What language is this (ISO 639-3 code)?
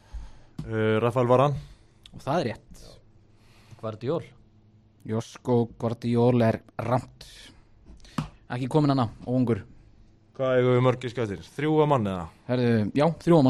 isl